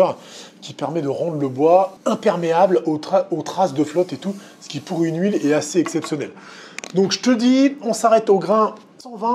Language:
French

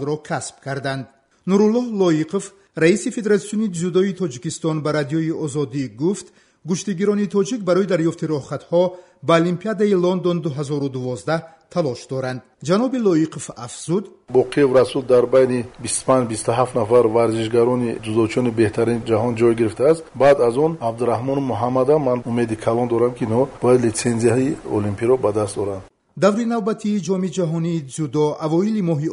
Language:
Tajik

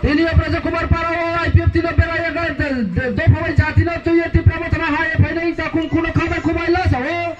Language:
Riang (India)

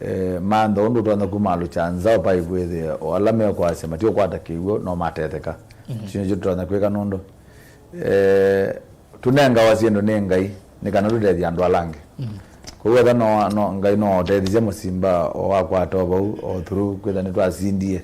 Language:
Kamba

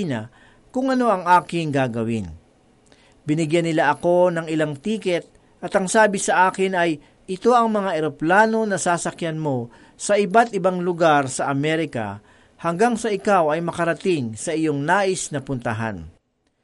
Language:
Filipino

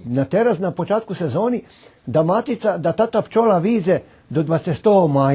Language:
Rusyn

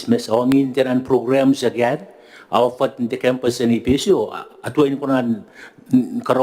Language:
Gilbertese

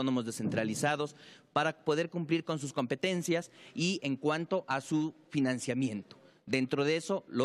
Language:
Spanish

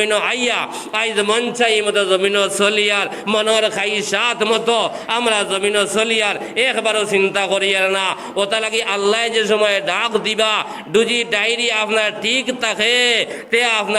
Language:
Sylheti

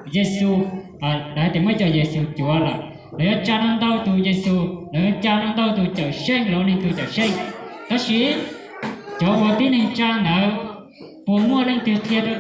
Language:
Hmong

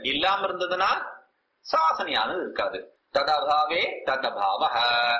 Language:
Tamil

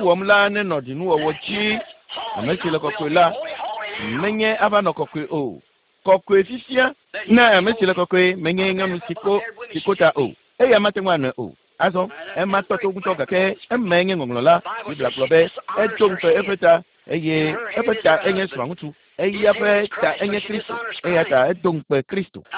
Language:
Ewe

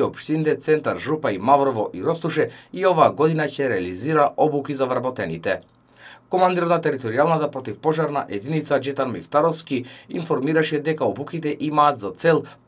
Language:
Macedonian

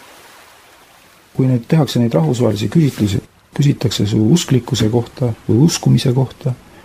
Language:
Estonian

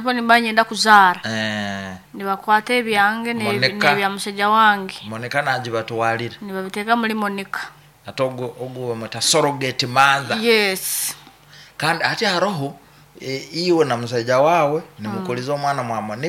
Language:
Nyoro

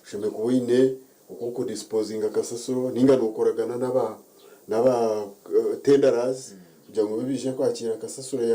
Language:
Nyankole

